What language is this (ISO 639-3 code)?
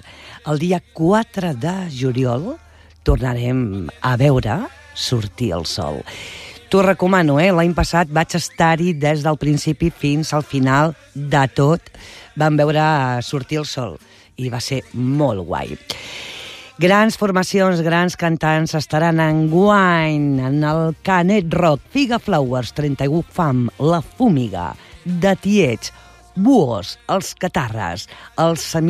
cat